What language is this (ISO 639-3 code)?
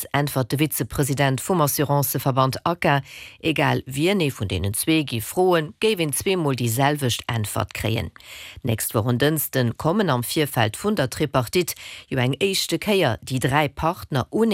ltz